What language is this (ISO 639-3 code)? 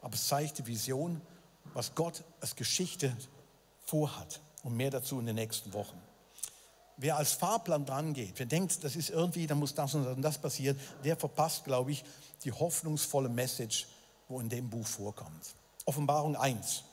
gsw